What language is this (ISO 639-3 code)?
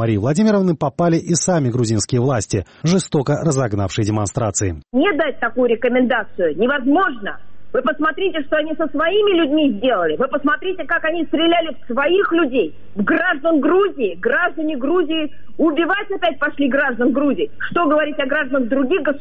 rus